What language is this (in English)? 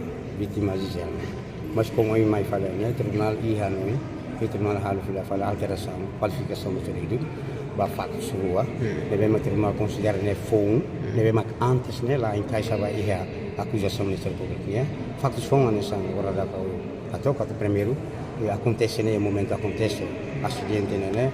Tetum